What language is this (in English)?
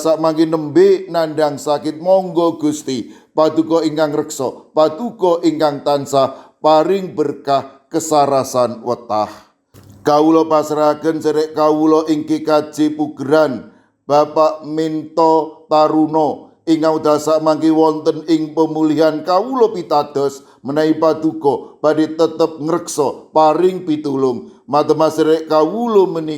Javanese